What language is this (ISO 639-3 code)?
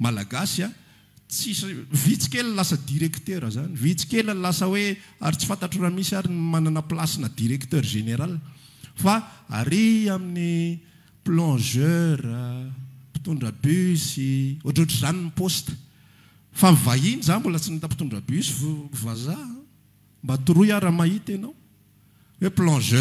mlg